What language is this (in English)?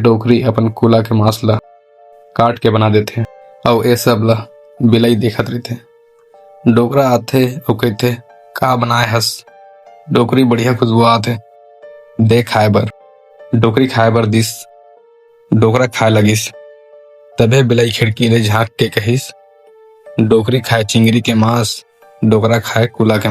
Chhattisgarhi